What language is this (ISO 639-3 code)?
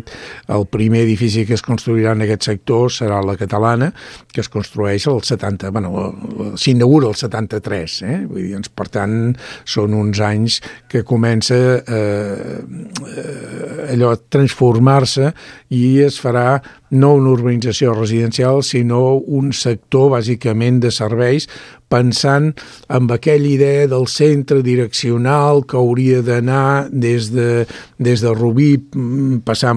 cat